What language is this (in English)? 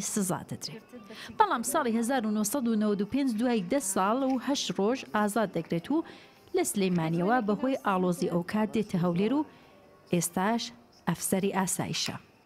Central Kurdish